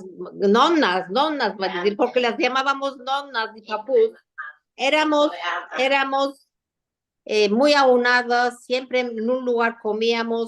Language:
Ladino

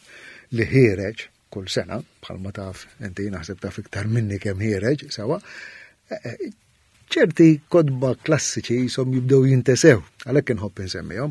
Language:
Maltese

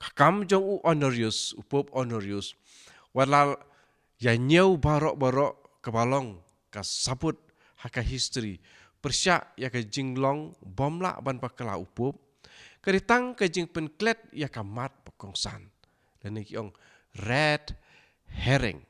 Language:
Khasi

